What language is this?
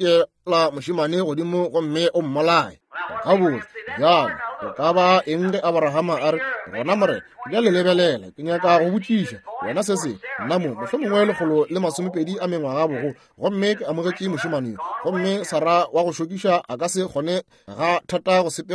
Northern Sotho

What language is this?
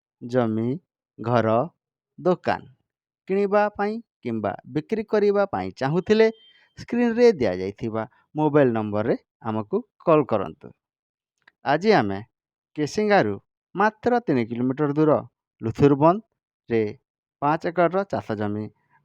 Odia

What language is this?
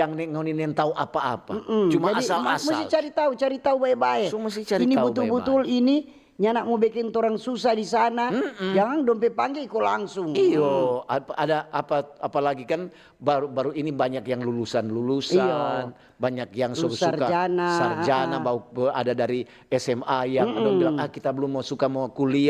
Manado Malay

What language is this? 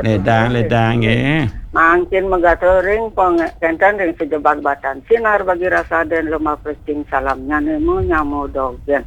Balinese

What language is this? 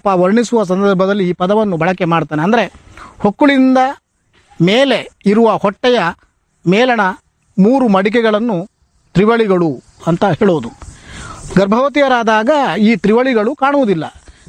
Kannada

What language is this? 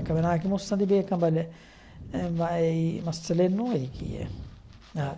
Divehi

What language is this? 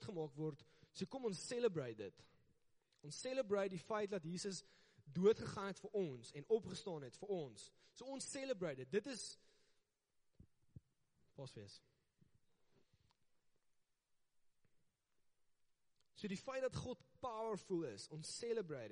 Afrikaans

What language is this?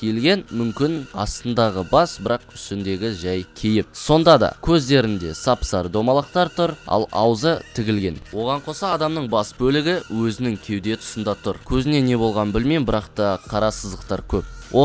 Kazakh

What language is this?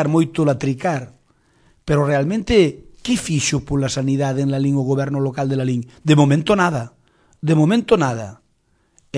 Galician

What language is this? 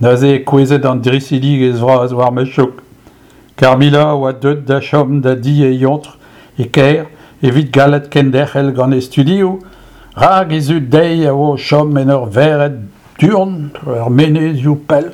Breton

